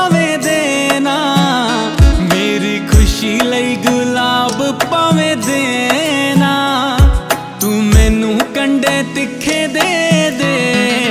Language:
Punjabi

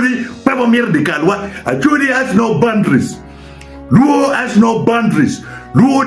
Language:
Acoli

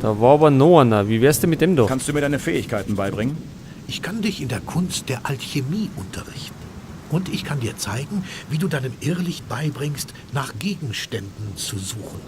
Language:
Bavarian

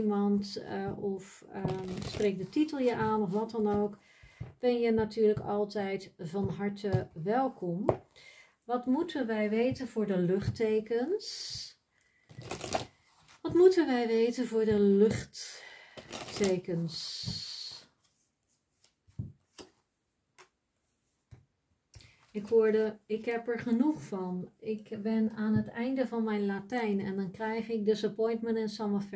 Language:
Dutch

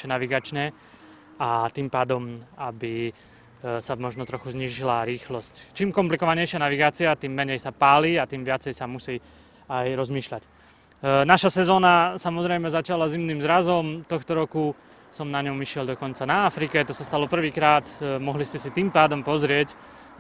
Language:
Slovak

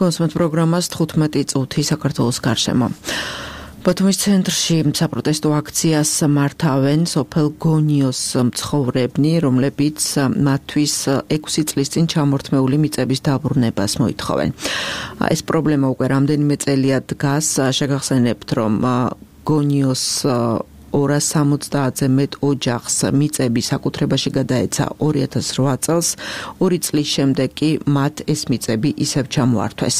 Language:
Georgian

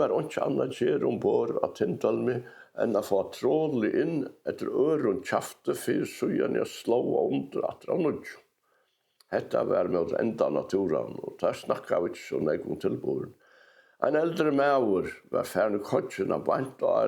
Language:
Faroese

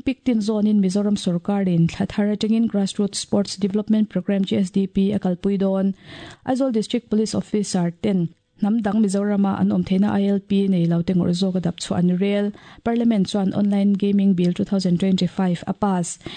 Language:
Mizo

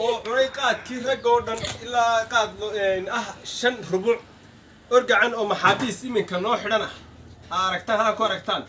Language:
Somali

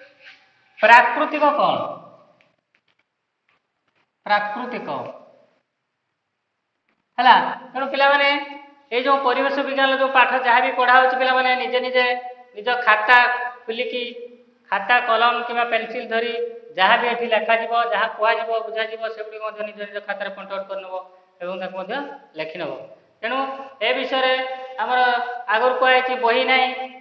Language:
Odia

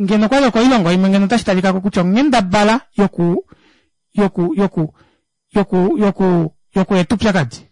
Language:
Kuanyama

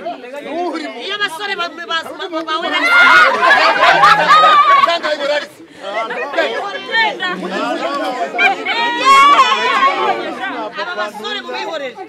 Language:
Kinyarwanda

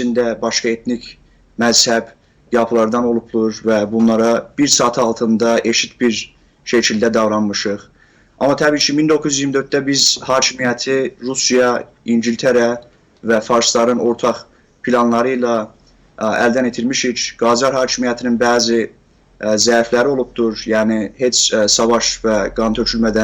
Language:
South Azerbaijani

